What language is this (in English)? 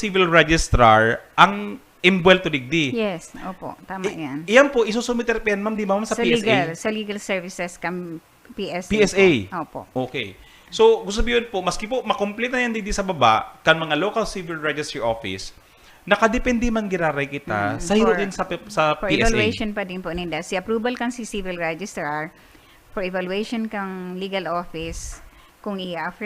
Bikol